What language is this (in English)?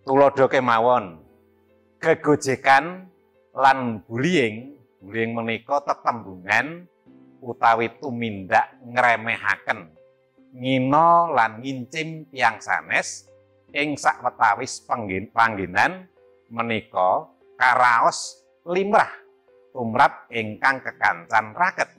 Javanese